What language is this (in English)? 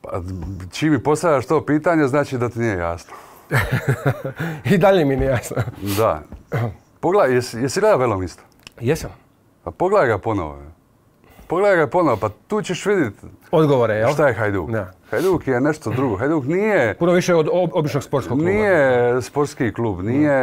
Croatian